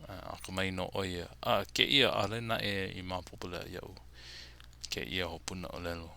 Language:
Hawaiian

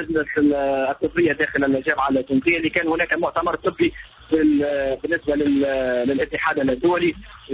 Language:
Tunisian Arabic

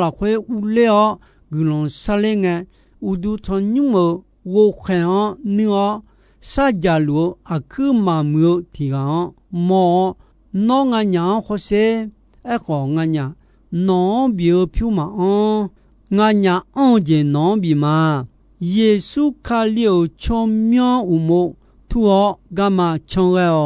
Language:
Akha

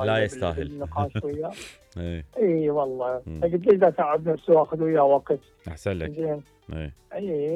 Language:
Mesopotamian Arabic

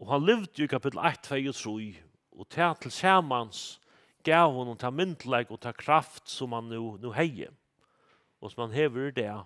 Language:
Faroese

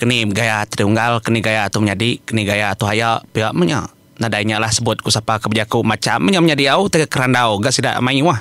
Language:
Iban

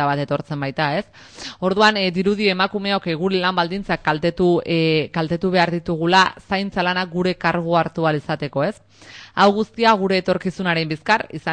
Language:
Basque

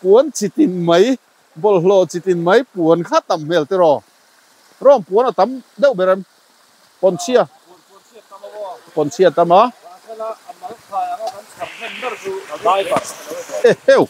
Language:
Mizo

